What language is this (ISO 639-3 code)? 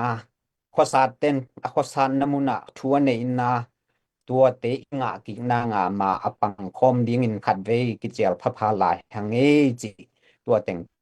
ctd